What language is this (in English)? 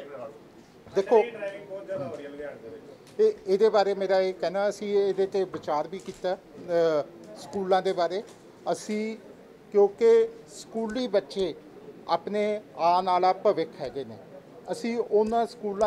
Punjabi